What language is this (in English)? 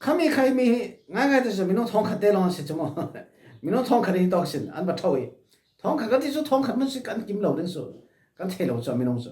Falam Chin